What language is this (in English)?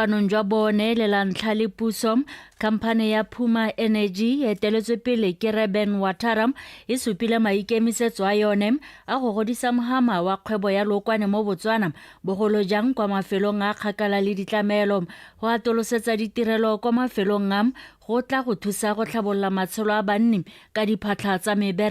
Tswana